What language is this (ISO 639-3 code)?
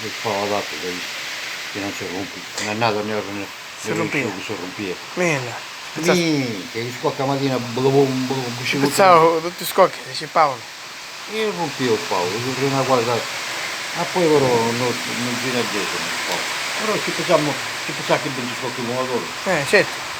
scn